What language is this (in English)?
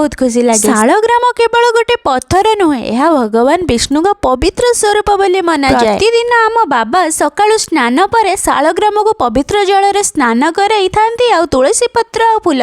Odia